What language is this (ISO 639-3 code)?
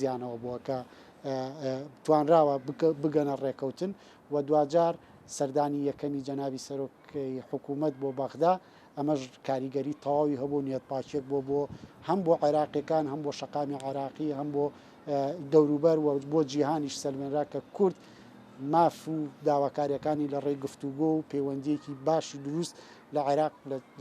ckb